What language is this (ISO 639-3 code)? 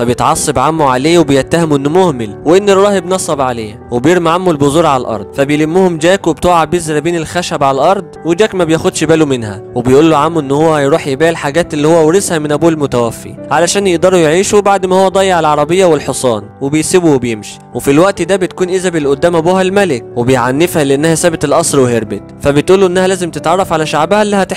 arz